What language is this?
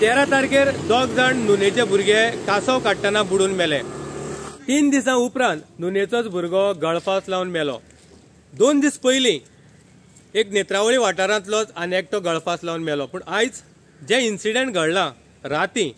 Konkani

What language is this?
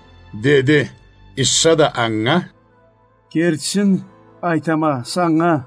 Karachay-Balkar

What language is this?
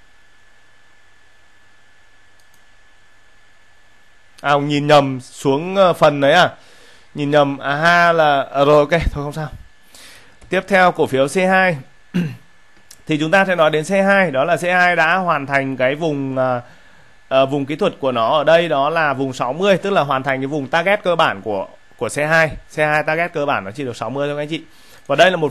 Vietnamese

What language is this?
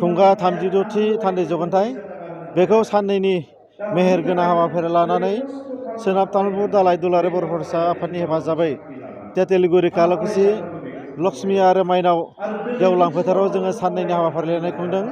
Bodo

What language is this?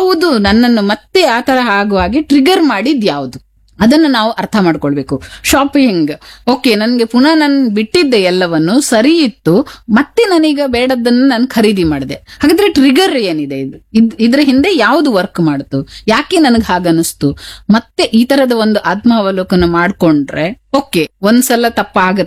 Kannada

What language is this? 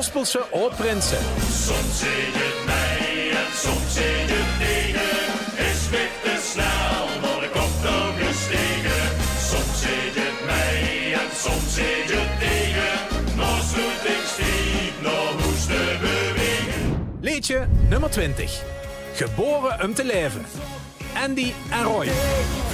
Limburgish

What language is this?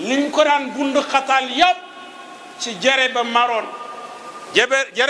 Wolof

